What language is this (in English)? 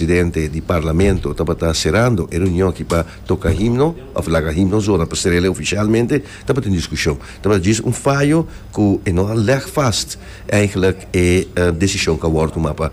Papiamento